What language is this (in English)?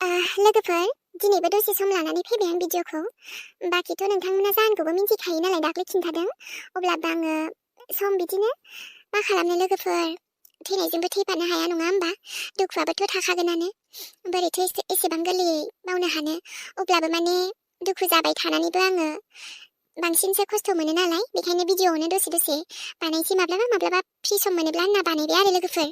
Bodo